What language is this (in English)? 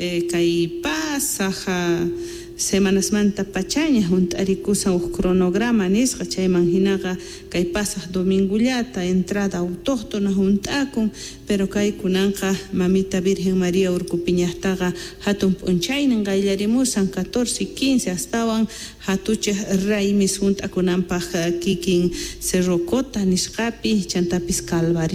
Quechua